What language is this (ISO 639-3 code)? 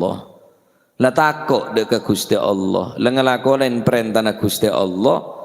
mad